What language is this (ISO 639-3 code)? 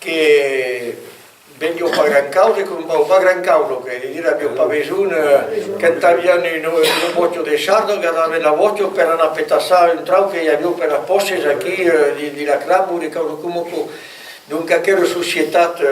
oci